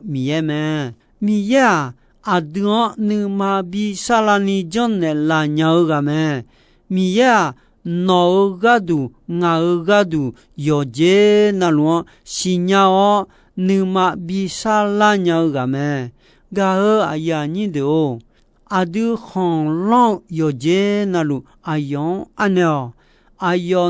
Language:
Akha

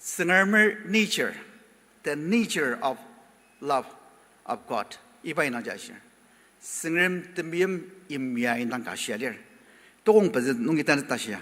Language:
Ao Naga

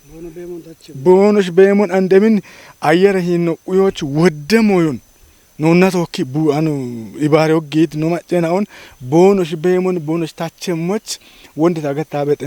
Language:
Kafa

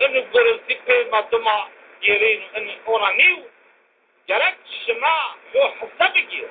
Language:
Zaza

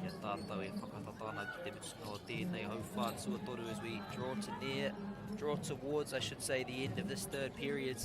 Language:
Māori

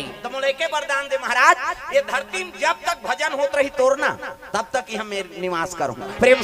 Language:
Chhattisgarhi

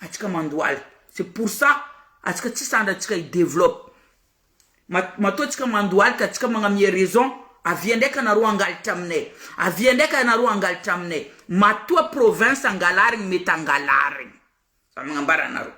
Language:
Malagasy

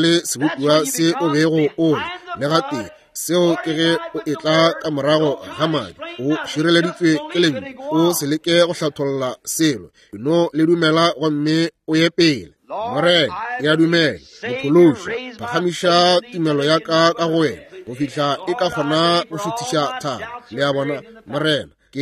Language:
Northern Sotho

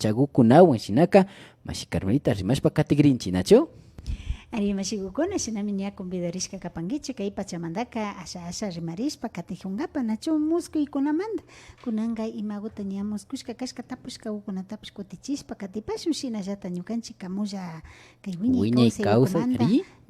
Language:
Imbabura Highland Quichua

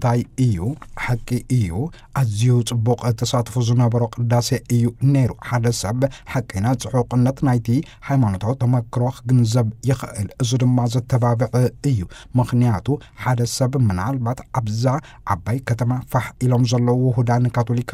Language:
Tigrinya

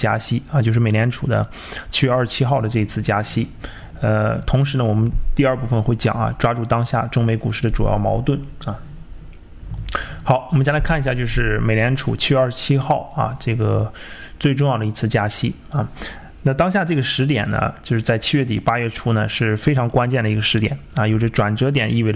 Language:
Chinese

